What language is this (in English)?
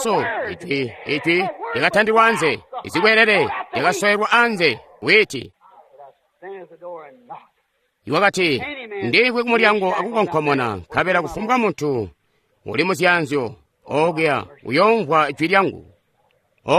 Tonga (Zambia)